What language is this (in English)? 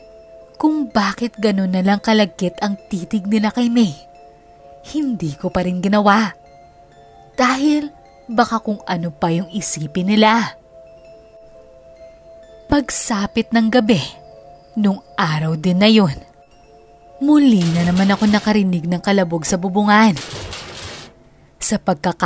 Filipino